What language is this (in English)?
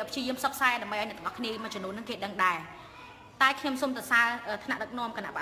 Khmer